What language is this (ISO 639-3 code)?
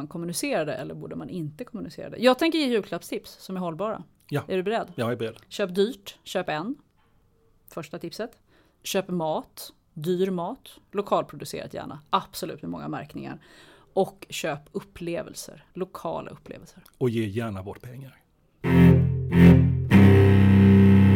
swe